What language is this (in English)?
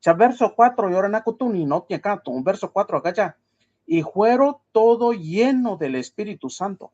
Mixtepec Mixtec